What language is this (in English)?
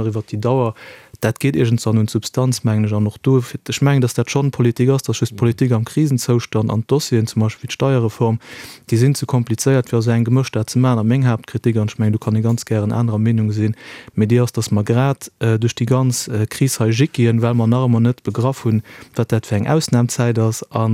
Luxembourgish